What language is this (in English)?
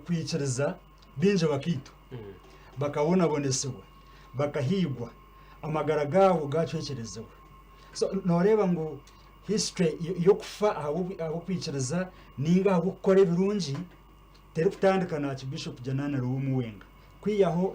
Nyankole